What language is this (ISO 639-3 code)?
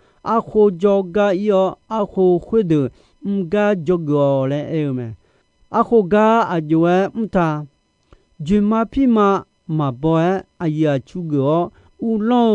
ahk